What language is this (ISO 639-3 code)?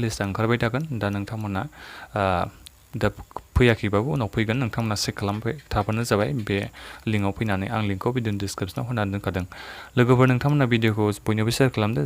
brx